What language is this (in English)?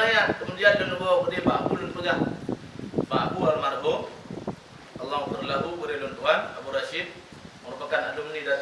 Achinese